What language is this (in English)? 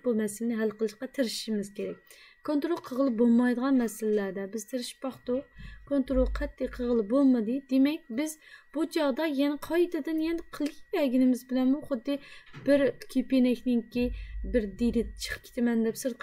Uyghur